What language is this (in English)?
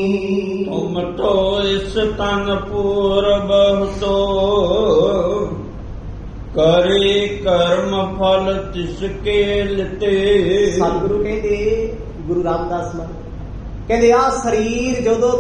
Punjabi